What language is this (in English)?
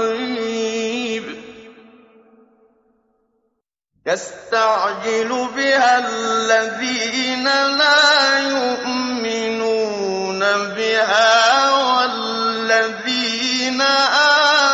Arabic